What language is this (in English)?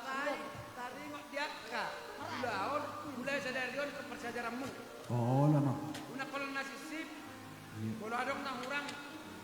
Batak Toba